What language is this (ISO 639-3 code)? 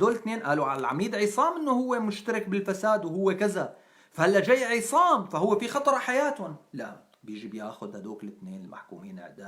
apc